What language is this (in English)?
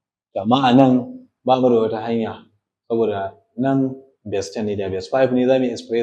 Hausa